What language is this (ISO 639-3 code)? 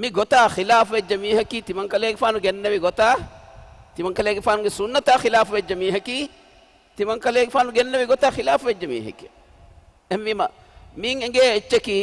div